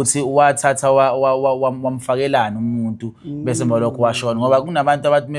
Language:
Zulu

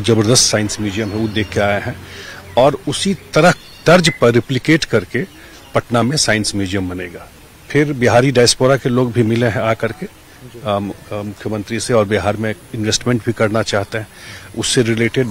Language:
Hindi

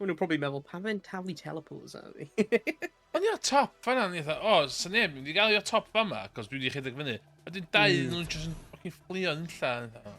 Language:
Welsh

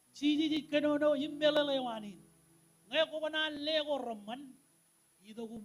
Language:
Marshallese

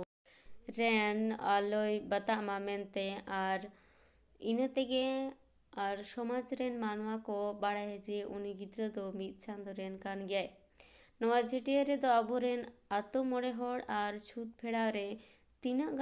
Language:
Santali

